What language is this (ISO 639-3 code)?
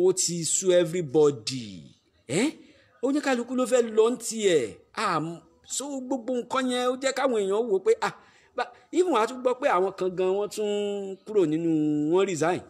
yor